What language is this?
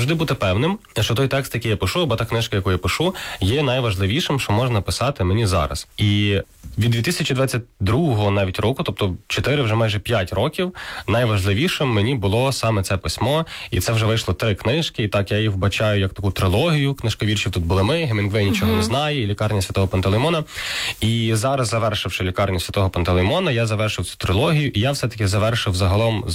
Ukrainian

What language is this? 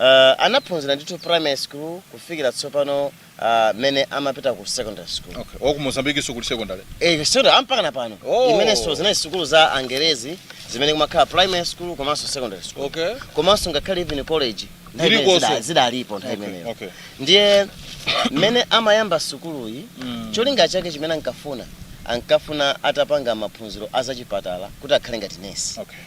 Nyanja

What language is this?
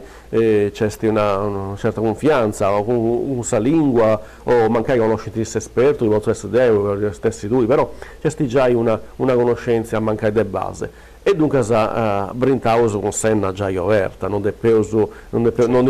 Sardinian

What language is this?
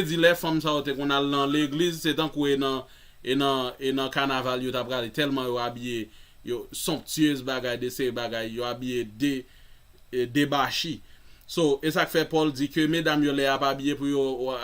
Haitian Creole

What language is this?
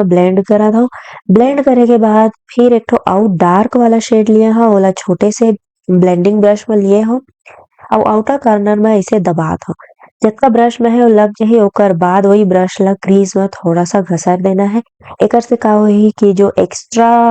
Chhattisgarhi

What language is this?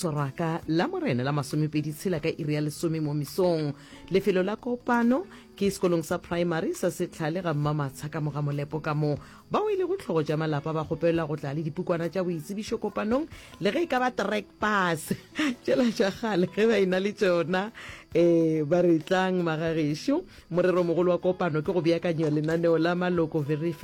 Northern Sotho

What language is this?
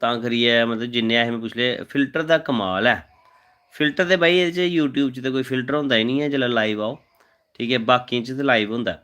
Dogri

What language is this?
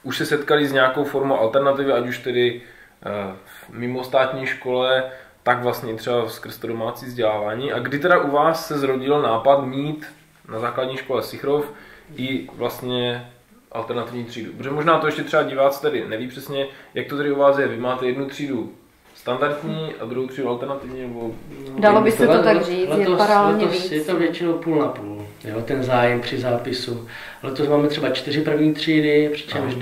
Czech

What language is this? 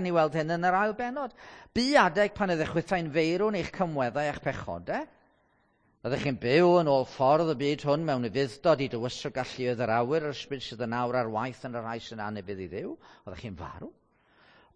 Welsh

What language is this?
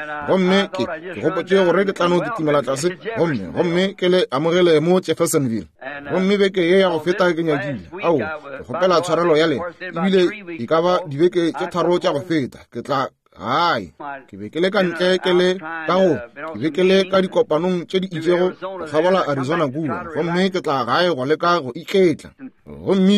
Northern Sotho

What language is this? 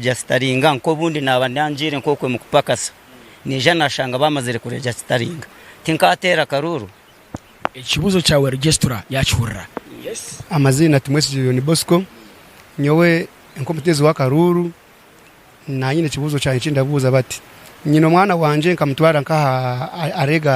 Nyankole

